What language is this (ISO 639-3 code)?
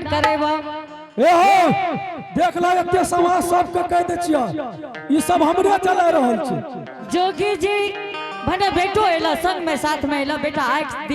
anp